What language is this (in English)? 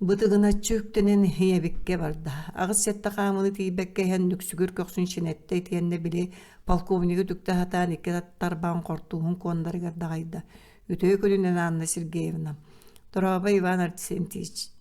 Yakut